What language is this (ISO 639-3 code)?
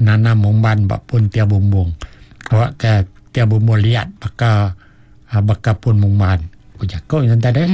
iba